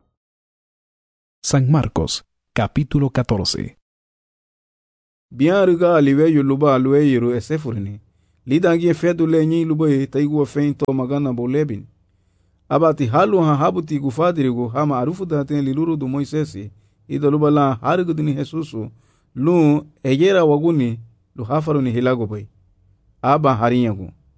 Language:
Garifuna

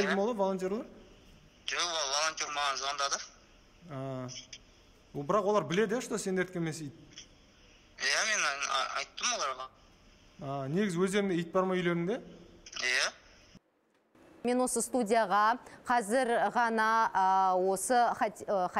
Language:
Kazakh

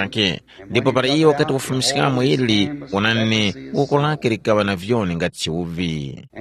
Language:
Tumbuka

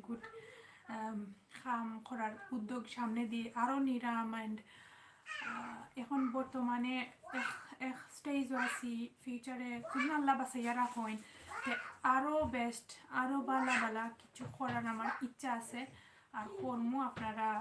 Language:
Sylheti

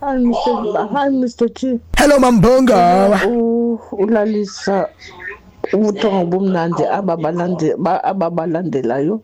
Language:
Xhosa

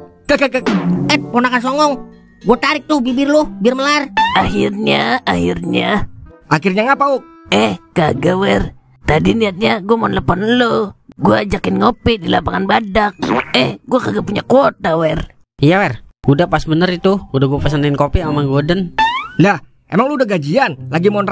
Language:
Betawi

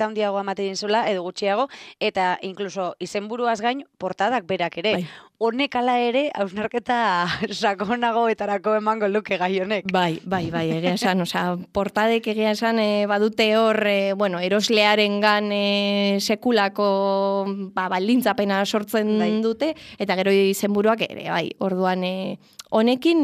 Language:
Basque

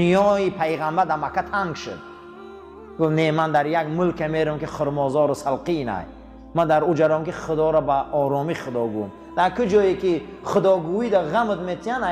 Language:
Tajik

